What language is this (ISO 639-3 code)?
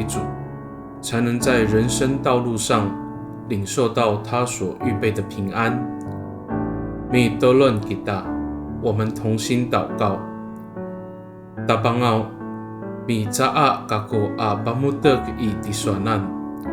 ami